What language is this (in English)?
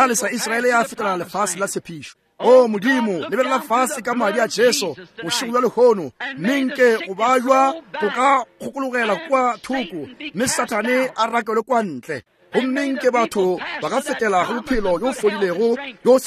Northern Sotho